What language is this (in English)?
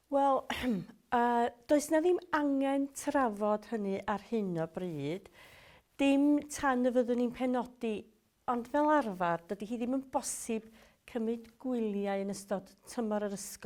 Welsh